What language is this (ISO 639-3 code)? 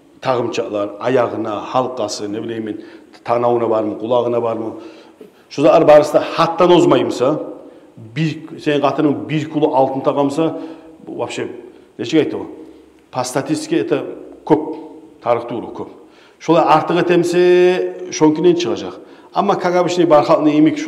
kum